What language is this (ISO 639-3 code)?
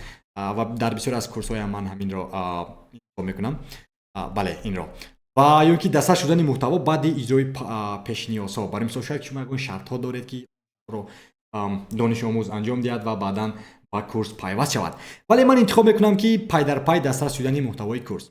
tgk